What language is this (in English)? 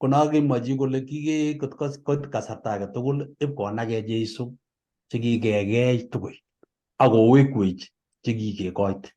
Kalenjin